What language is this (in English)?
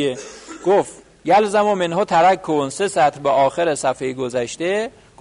Persian